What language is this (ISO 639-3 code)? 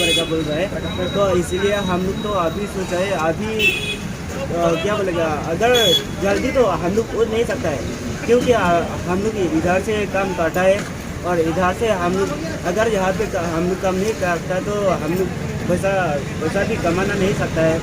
mjw